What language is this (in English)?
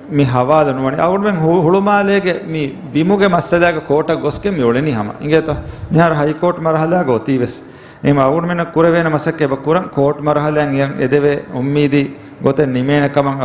Divehi